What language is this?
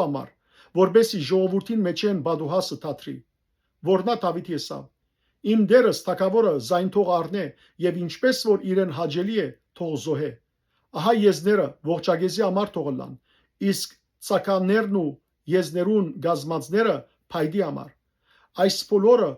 Western Armenian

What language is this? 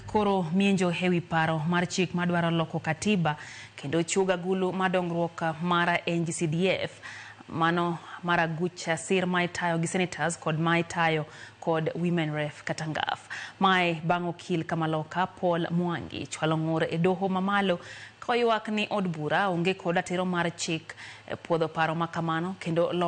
Luo (Kenya and Tanzania)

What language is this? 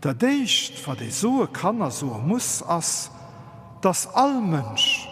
Luxembourgish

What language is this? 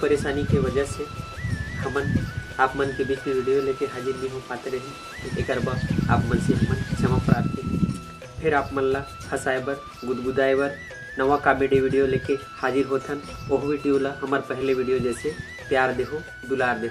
Chhattisgarhi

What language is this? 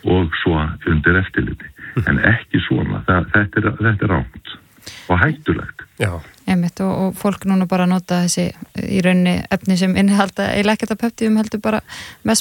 Icelandic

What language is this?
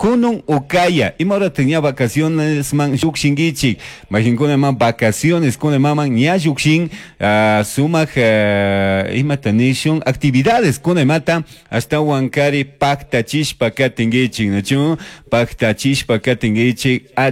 Chimborazo Highland Quichua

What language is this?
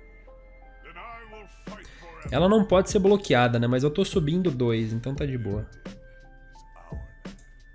Portuguese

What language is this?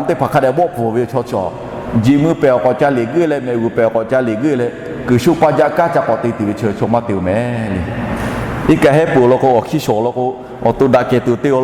Lahu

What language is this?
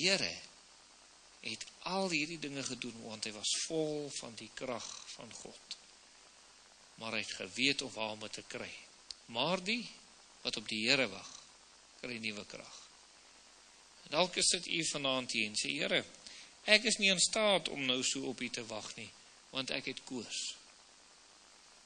Afrikaans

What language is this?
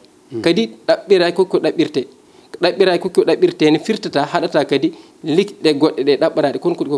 Fula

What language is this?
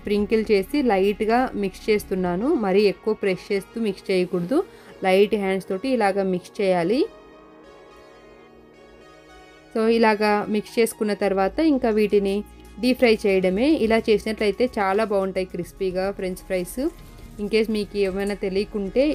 Telugu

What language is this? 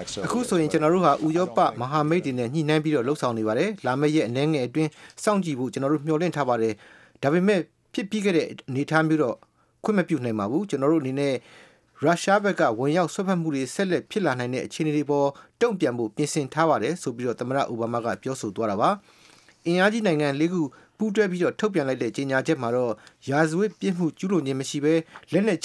Burmese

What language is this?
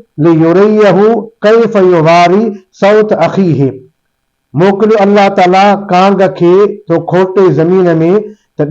Sindhi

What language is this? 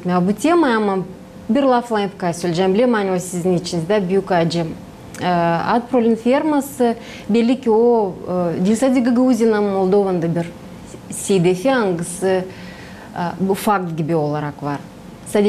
Gagauz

